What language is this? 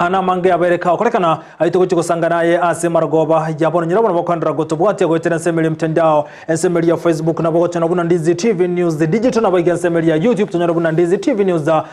Gusii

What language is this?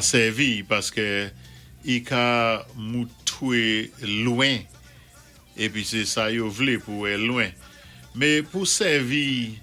Saint Lucian Creole French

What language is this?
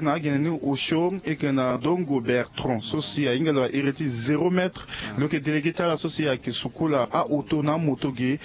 Sango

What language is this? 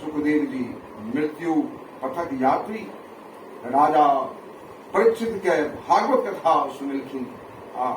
Maithili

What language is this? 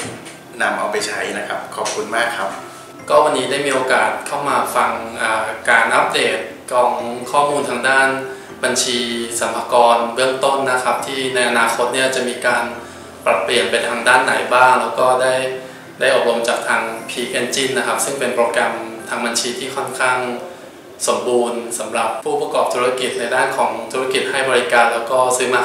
Thai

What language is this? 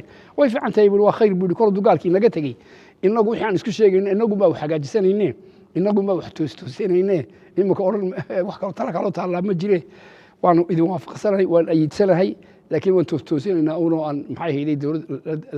Somali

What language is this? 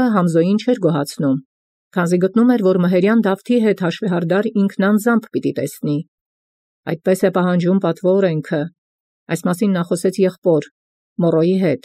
Armenian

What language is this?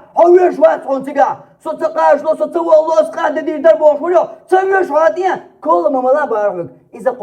Chechen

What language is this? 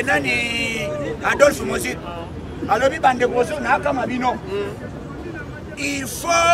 Lingala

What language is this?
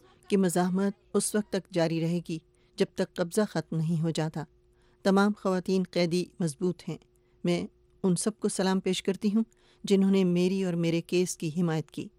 Urdu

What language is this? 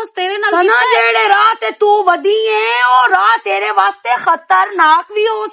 Western Panjabi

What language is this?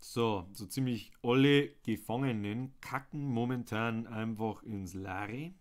Bavarian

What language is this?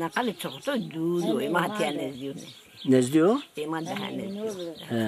Zaza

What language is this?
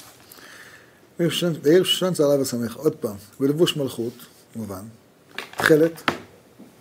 Hebrew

